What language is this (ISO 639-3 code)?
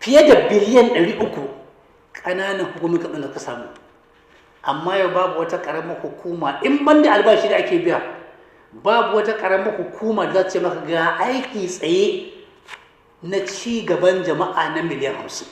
hau